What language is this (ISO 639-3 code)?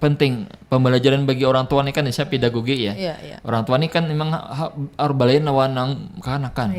bjn